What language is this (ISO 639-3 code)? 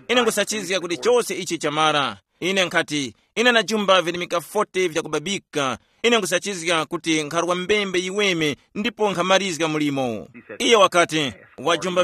tum